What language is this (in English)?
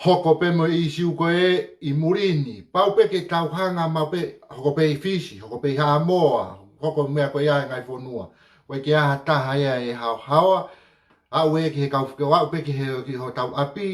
Tongan